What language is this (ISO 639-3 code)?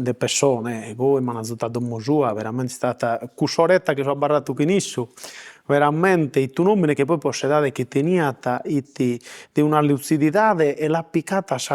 srd